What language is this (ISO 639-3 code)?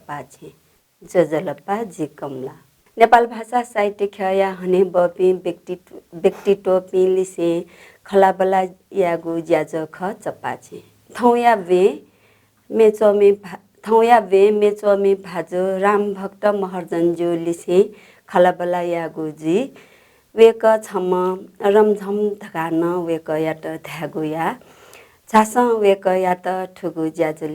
new